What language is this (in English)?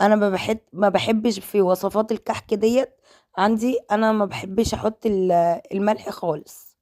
Egyptian Arabic